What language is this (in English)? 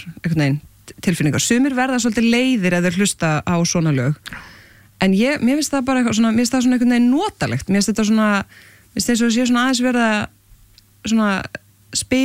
Icelandic